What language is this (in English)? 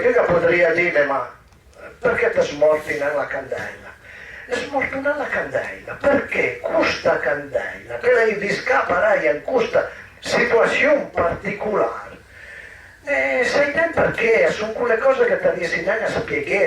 Piedmontese